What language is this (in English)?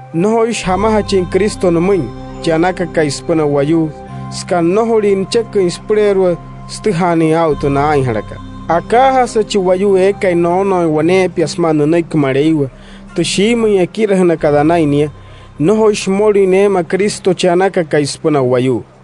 Wayuu